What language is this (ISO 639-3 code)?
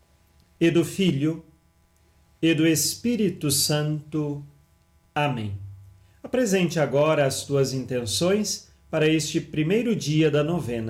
por